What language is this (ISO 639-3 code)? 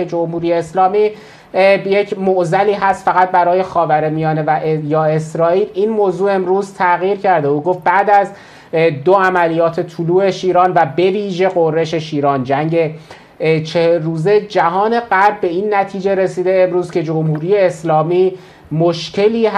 fas